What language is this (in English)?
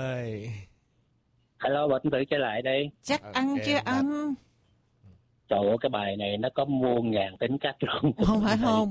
Vietnamese